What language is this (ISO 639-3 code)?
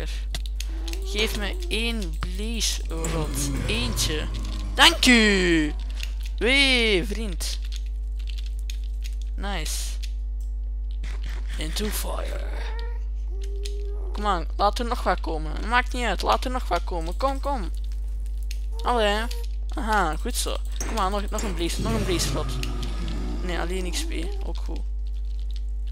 nld